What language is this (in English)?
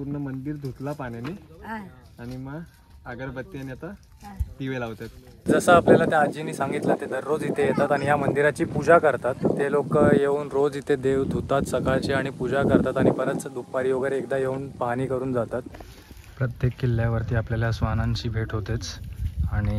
Marathi